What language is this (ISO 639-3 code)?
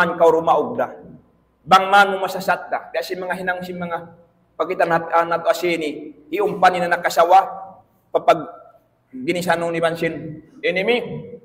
tsg